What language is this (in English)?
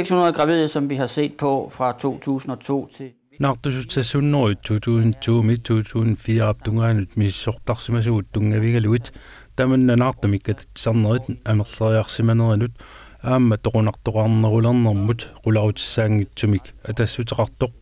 Kalaallisut